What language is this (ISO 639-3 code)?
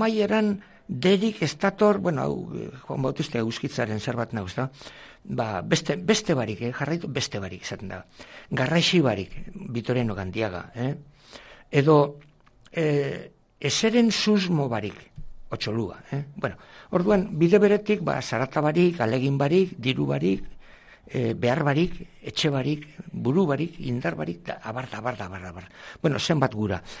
eus